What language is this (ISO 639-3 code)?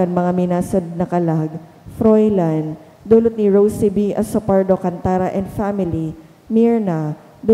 bik